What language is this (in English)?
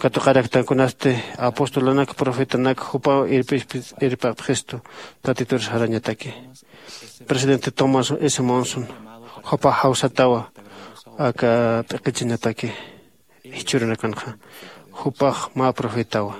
Aymara